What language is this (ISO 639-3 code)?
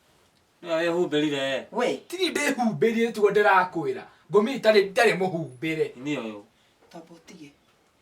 kik